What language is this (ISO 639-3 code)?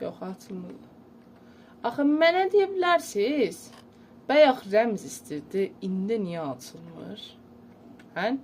azb